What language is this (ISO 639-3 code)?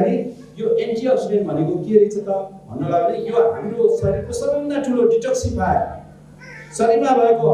nep